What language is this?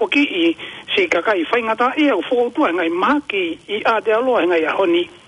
Tongan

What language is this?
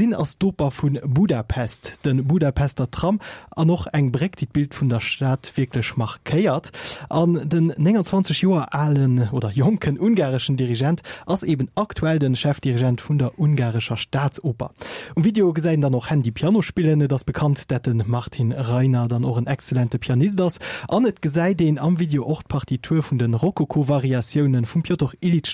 Luxembourgish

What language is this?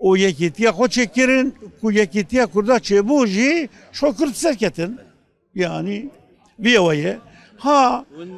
Kurdish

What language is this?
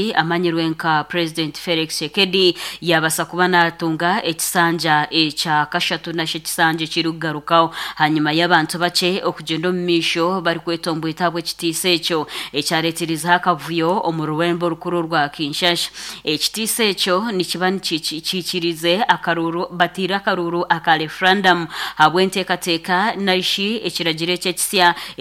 Nyankole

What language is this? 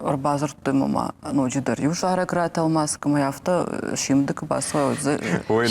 Ossetic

